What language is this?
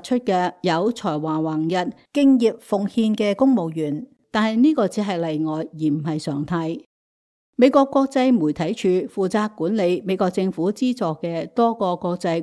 Cantonese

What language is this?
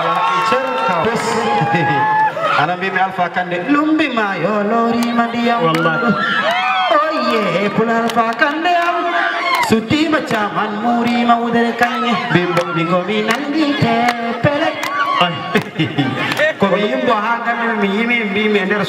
Fula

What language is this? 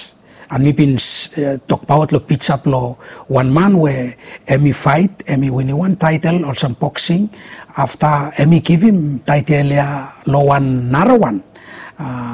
Bislama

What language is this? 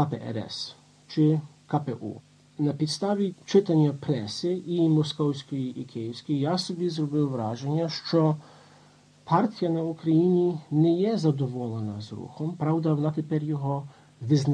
Ukrainian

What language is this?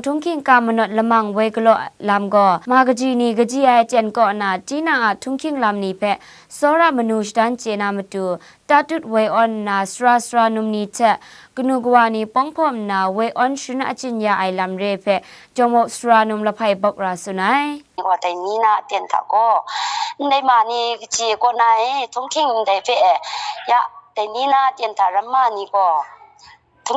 Kachin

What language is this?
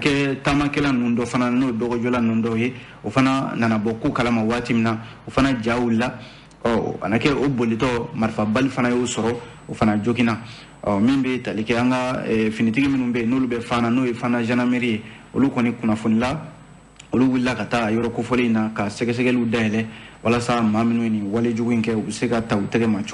Bambara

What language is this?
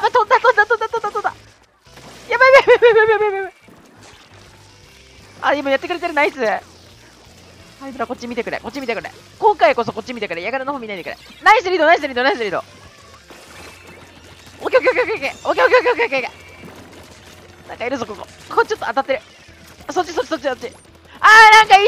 Japanese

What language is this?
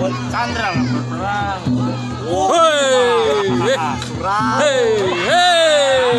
Banjar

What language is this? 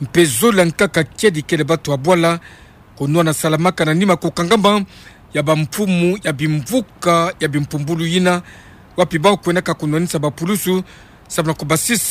Kituba (Democratic Republic of Congo)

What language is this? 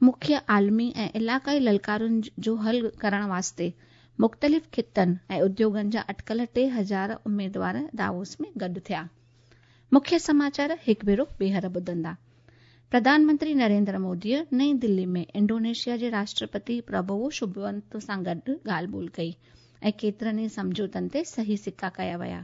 Sindhi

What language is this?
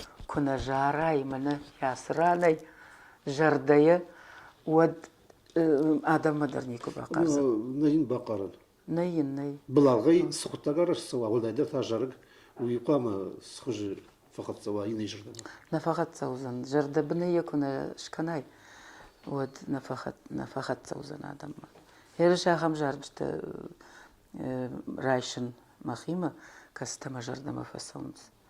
Ossetic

